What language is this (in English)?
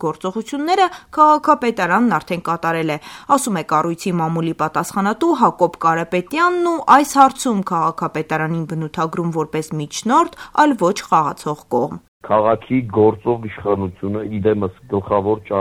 Armenian